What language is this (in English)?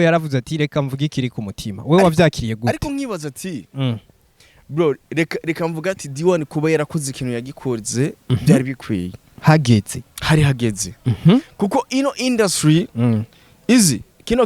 Rundi